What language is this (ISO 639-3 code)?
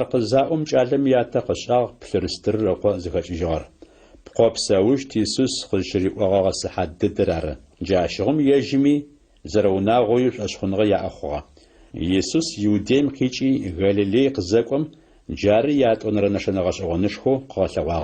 ady